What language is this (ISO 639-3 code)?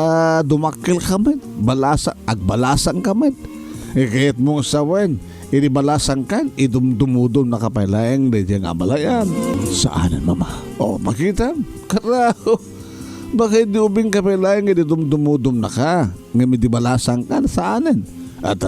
ilo